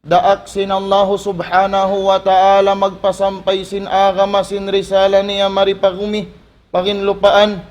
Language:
Tausug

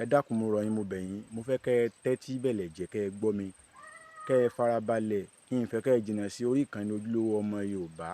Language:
Yoruba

